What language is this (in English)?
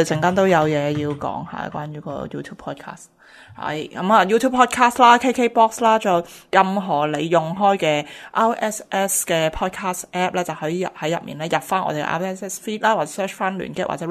Cantonese